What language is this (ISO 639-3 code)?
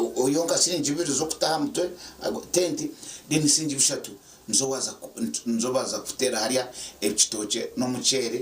nyn